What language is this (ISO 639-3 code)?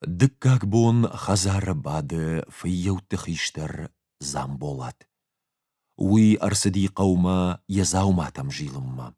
oss